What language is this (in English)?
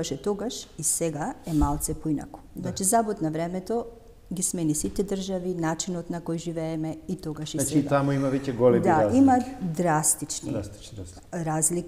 Macedonian